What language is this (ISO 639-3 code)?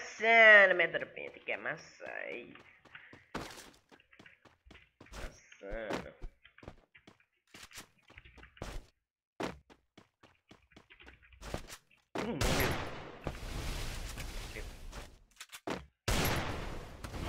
por